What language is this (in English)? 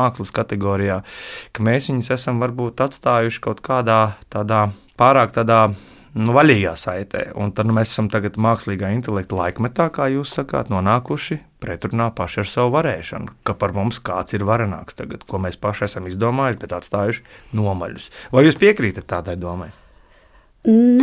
Latvian